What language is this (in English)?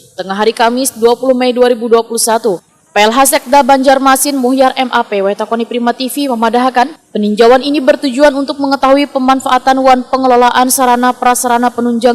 Banjar